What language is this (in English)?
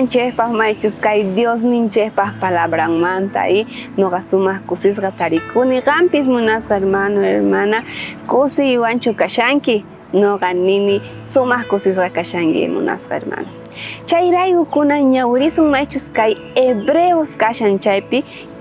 South Bolivian Quechua